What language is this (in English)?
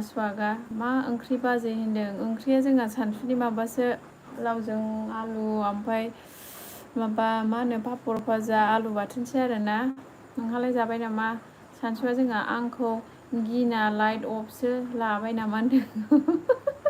Bodo